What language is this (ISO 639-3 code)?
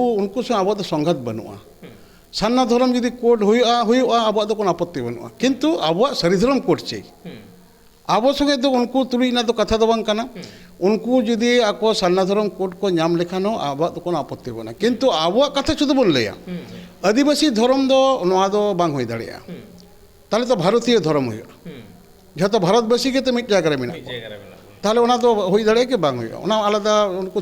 sat